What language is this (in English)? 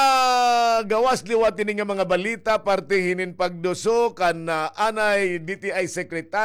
Waray